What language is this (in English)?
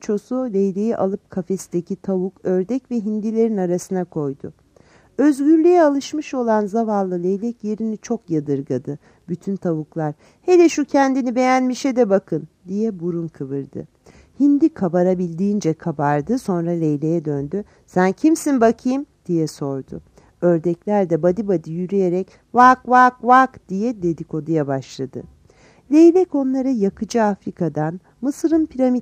Turkish